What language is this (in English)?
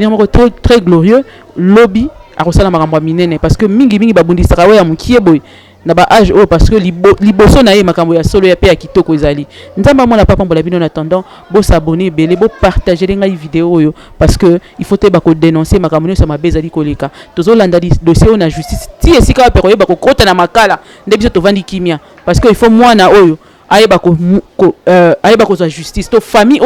Lingala